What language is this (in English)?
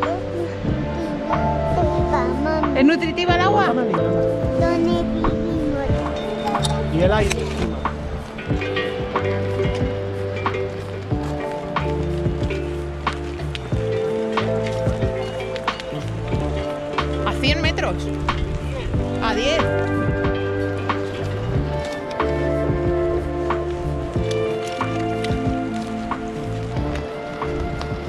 Spanish